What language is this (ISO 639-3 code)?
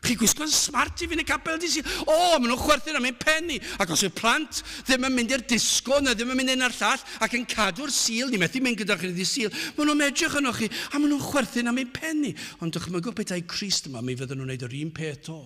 cym